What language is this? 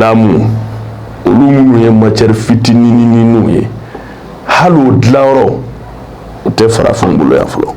Bambara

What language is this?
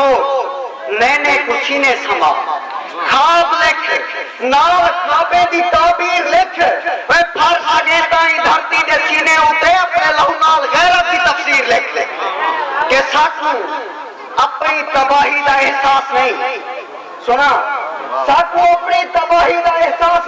Saraiki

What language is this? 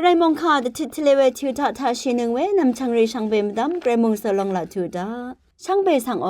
Rawang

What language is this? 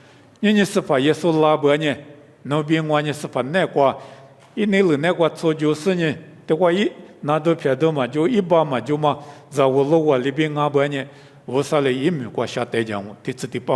Lisu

